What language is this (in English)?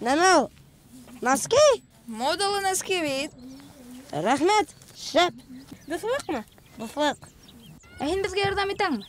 Bashkir